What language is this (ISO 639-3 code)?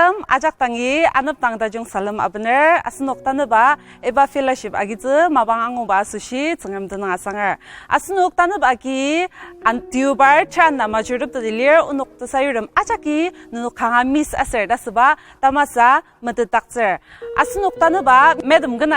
njo